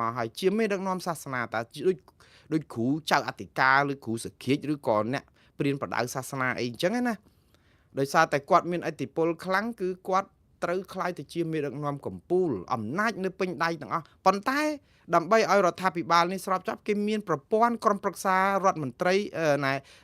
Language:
Khmer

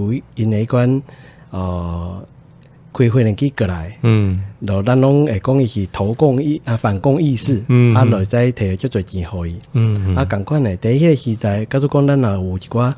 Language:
Min Nan Chinese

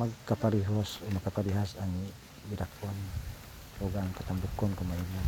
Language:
Cebuano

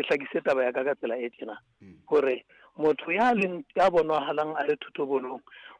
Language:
Southern Sotho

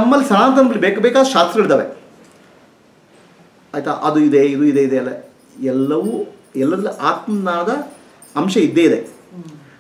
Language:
Kannada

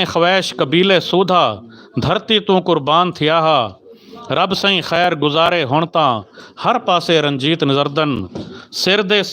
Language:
Saraiki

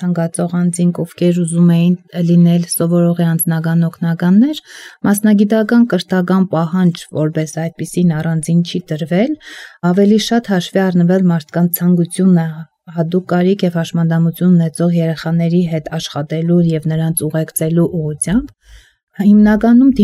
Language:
Armenian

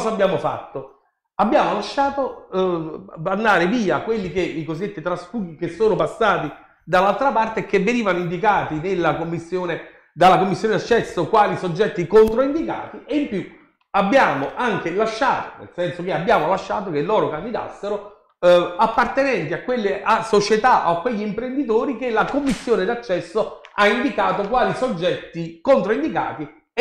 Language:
Italian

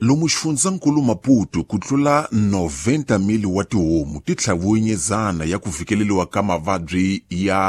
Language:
Tsonga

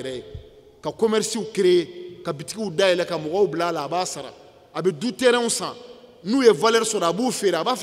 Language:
Bambara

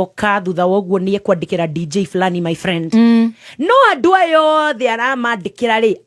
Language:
Kikuyu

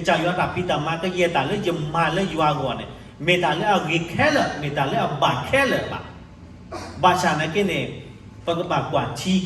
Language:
S'gaw Karen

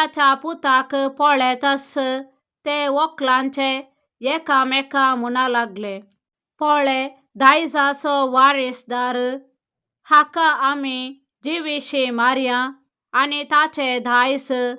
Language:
Konkani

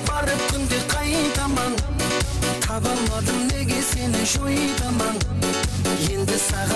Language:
Kara-Kalpak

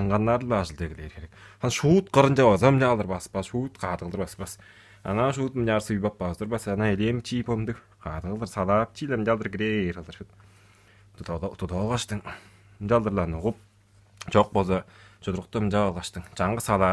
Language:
Tuvinian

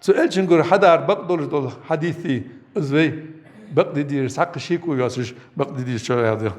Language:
Ingush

